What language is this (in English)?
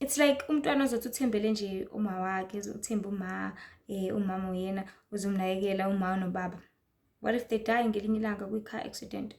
Zulu